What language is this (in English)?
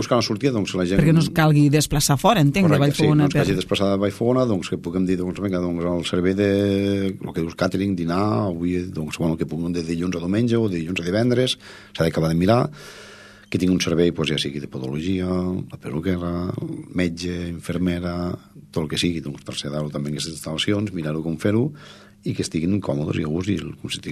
Catalan